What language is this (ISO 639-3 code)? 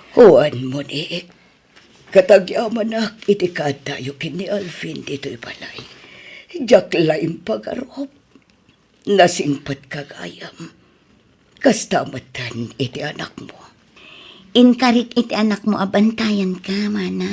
ilo